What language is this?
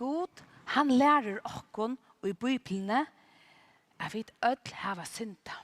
Faroese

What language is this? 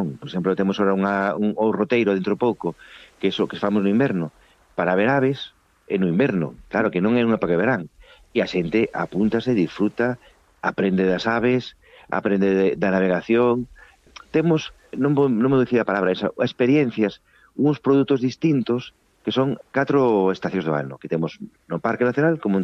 Galician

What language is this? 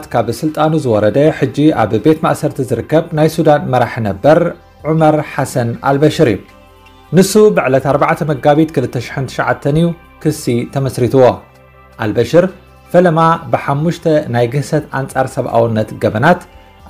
Tigrinya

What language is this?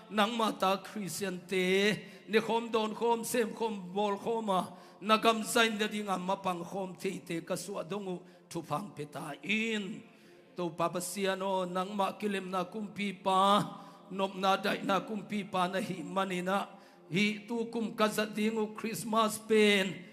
Tedim Chin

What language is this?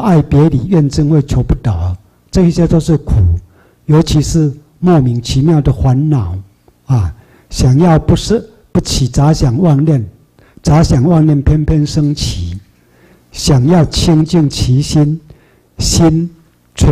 Chinese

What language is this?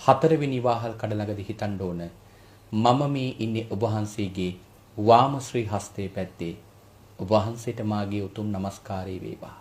Sinhala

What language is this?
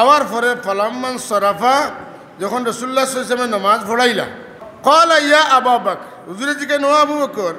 Sylheti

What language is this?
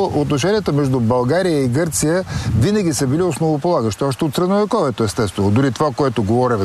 Bulgarian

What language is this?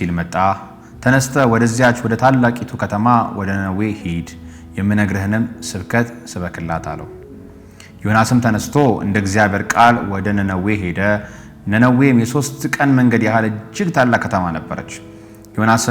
Amharic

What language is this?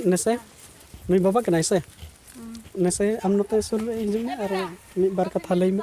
Santali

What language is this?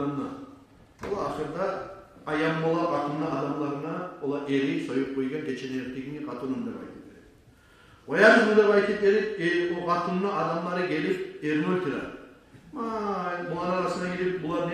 Kumyk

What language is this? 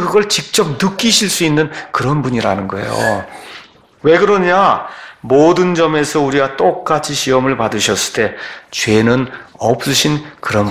Korean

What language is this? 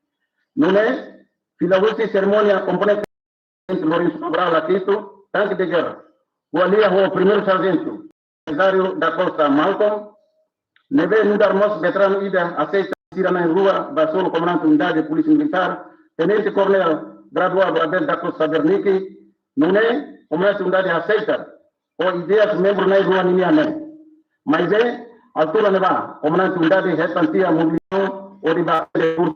Tetum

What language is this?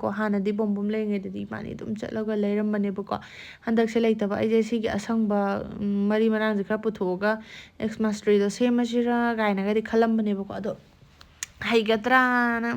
Manipuri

